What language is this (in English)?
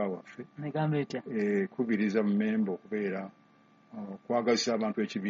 Ganda